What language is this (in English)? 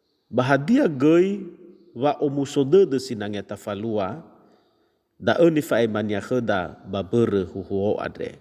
Nias